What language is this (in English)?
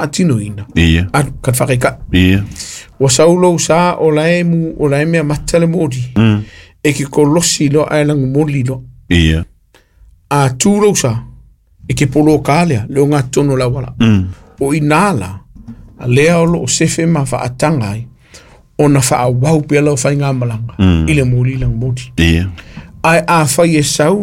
Samoan